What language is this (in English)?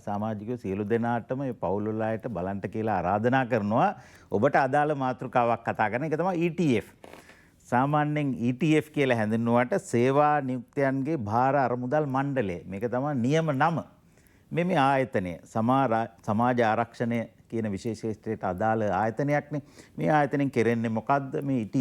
Sinhala